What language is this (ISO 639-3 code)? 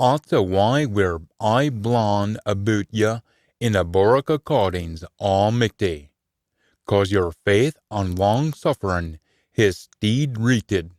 sco